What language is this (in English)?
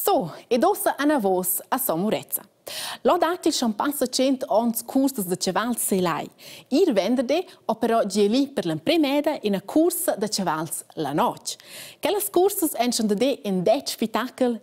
Romansh